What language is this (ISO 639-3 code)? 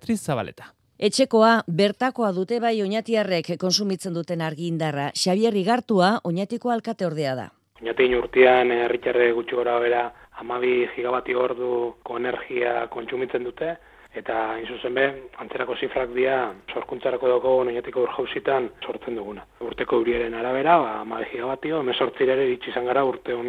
eus